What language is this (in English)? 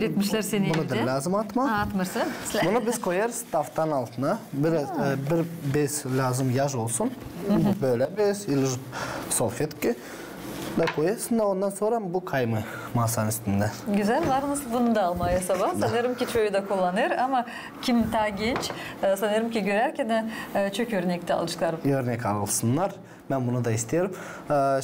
Gagauz